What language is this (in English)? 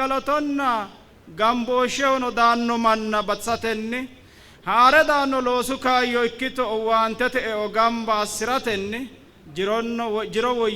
Sidamo